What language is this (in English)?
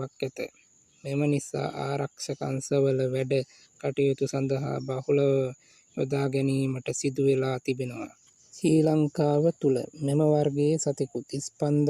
Sinhala